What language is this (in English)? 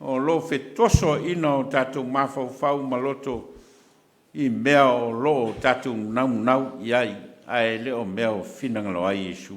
Samoan